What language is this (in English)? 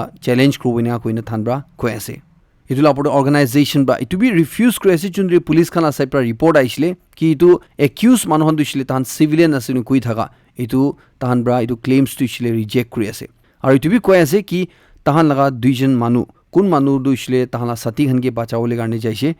Naga Pidgin